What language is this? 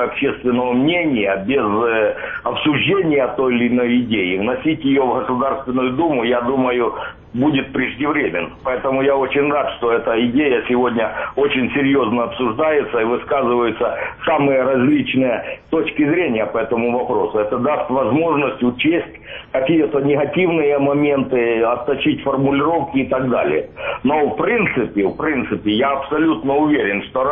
Russian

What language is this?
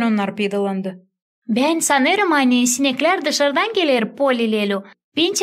Gagauz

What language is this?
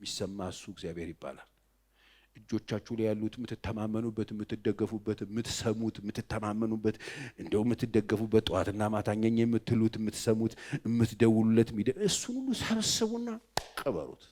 Amharic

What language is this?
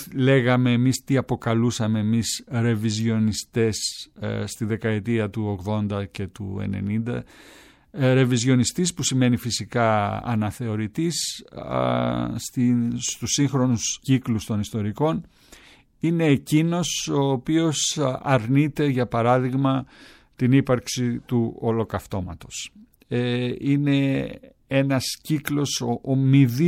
Greek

